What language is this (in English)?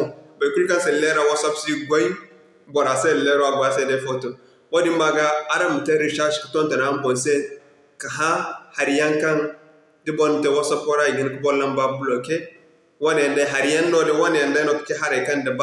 Zarma